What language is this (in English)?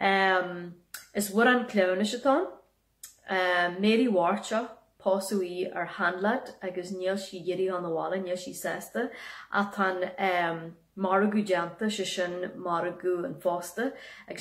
Irish